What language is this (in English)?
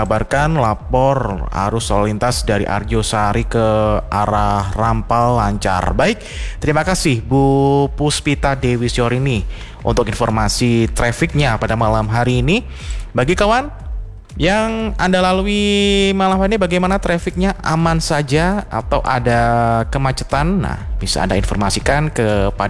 Indonesian